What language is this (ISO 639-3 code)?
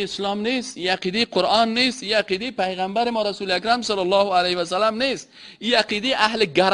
fas